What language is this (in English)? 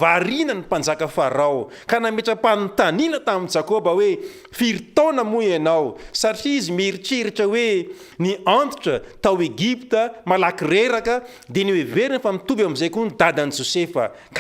Malagasy